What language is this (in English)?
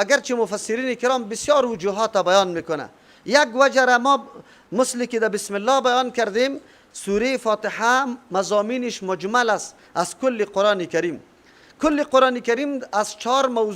Persian